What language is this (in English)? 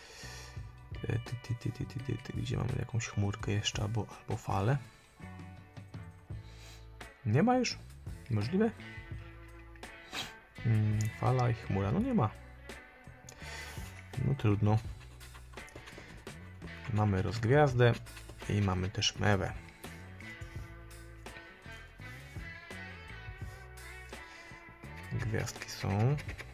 Polish